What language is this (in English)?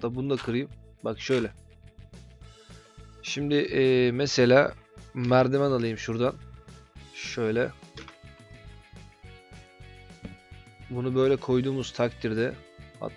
Turkish